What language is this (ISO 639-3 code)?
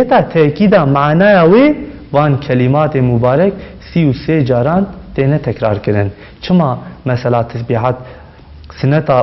kur